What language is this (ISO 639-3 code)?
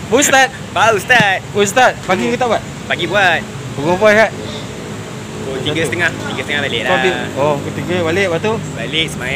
msa